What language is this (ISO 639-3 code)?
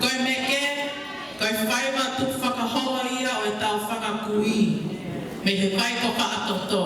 ton